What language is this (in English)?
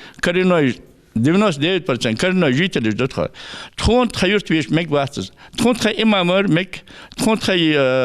Ingush